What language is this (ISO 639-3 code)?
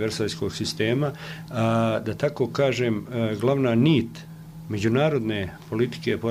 bos